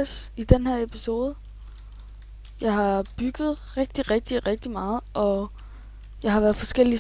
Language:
Danish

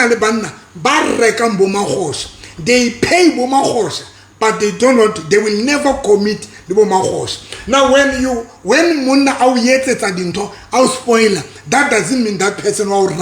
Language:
Southern Sotho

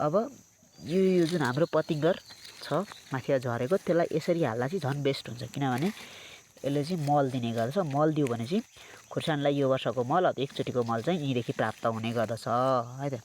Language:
Nepali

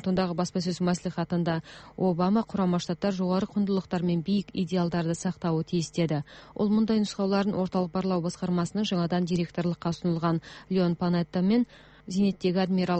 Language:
Kazakh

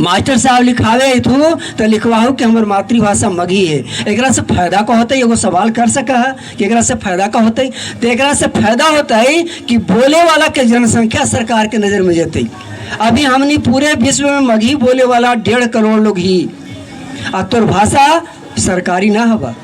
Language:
Magahi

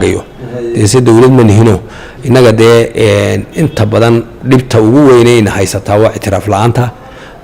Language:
Somali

